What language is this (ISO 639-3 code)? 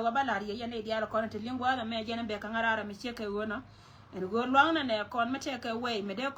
nus